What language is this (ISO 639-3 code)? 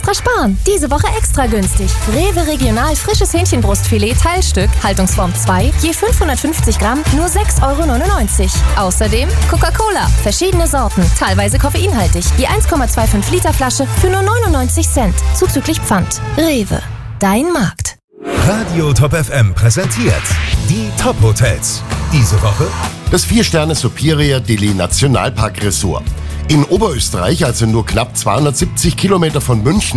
deu